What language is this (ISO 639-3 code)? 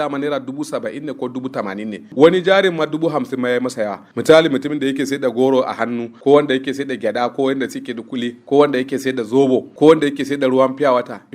hau